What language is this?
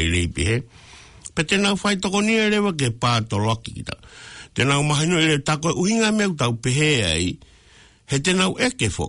Tongan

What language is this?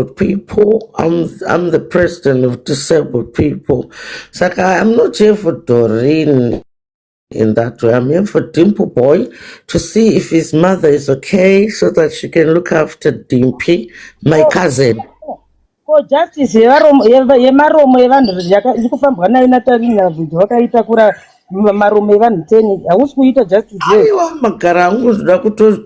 Shona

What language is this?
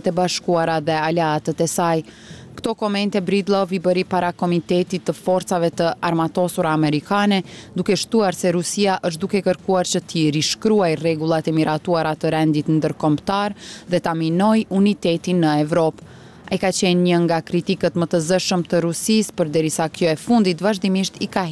Albanian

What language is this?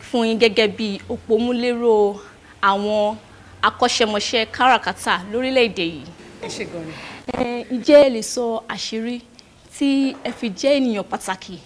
Yoruba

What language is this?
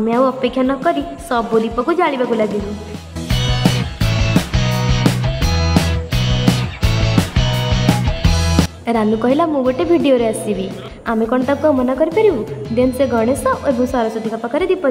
Odia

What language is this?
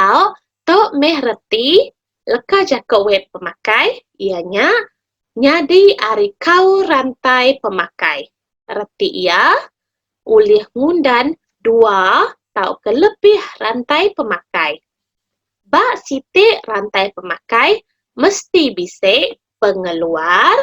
Iban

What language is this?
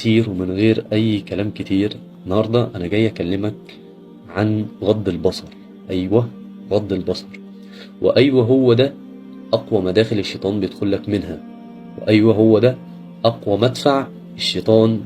Egyptian Arabic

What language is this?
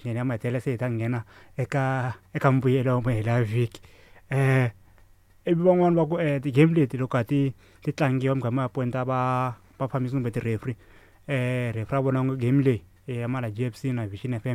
Tsonga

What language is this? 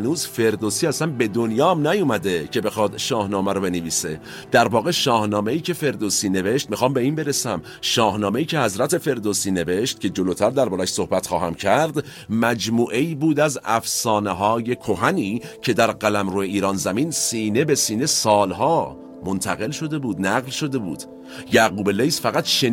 Persian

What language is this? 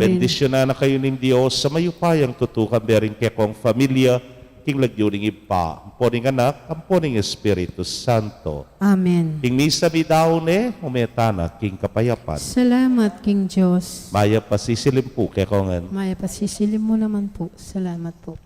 Pampanga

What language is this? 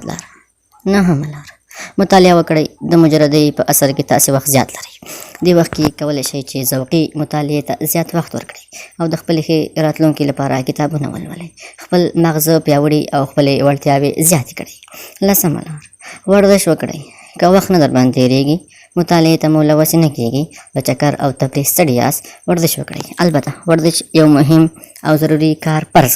Pashto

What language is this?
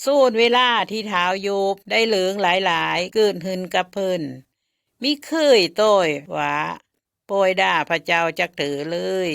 Lao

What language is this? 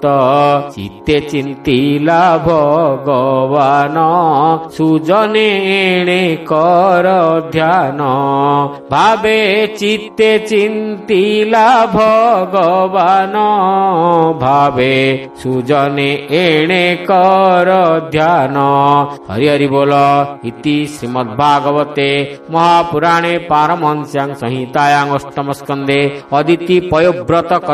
Odia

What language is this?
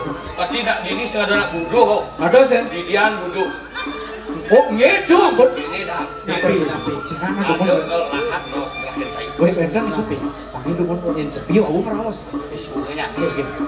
Balinese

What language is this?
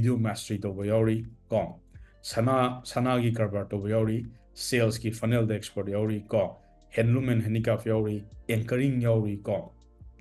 Manipuri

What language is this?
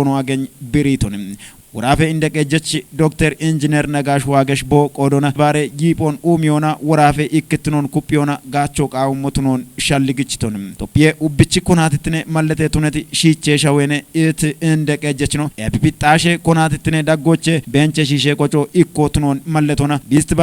Kafa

